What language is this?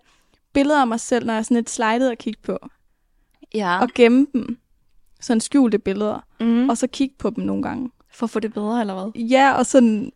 Danish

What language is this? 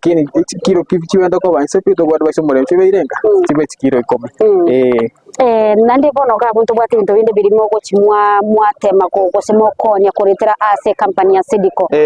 Gusii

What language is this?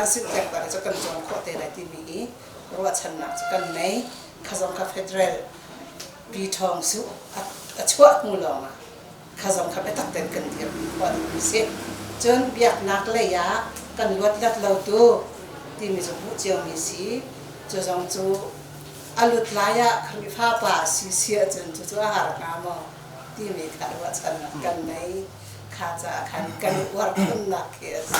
Hakha Chin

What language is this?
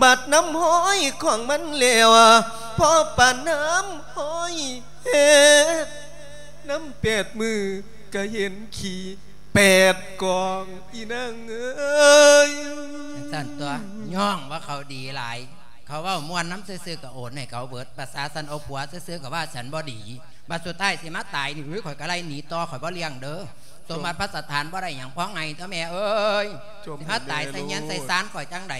Lao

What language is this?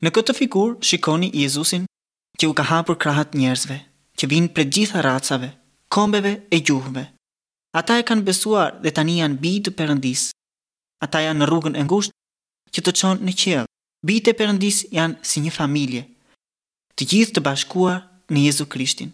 Albanian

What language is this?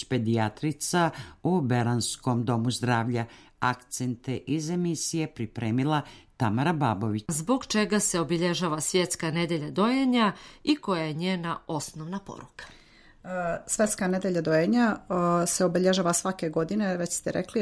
Serbian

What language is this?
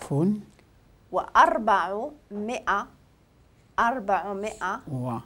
Moroccan Arabic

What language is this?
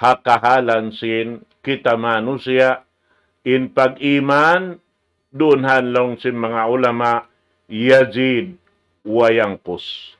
Tausug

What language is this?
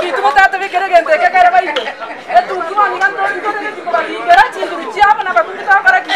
Gusii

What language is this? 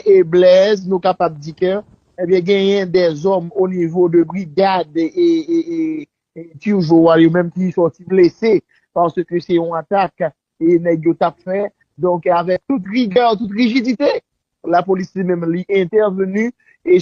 Haitian Creole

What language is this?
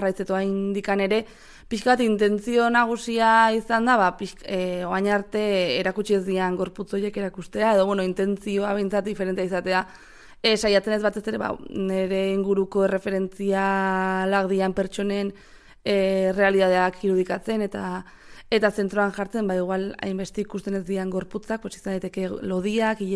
Basque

